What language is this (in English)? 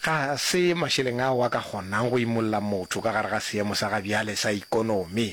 Northern Sotho